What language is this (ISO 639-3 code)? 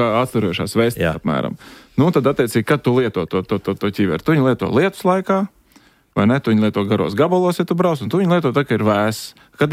lav